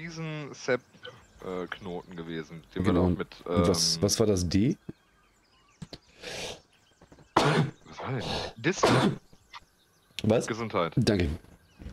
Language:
German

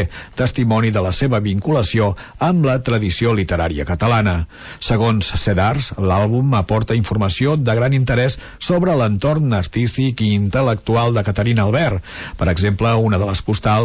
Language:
Catalan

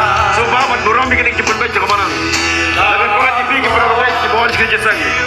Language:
Khasi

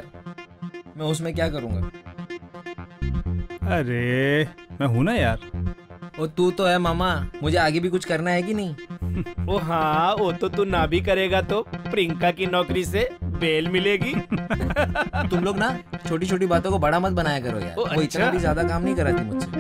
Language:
Hindi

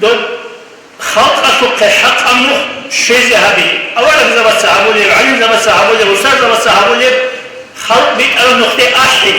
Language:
Avaric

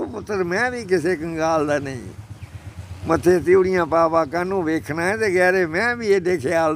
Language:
Dogri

